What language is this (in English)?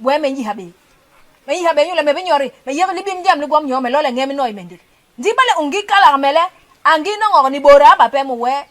Basaa